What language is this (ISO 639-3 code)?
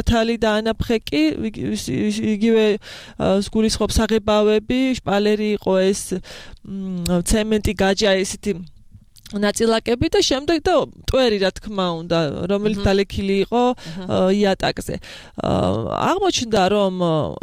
kat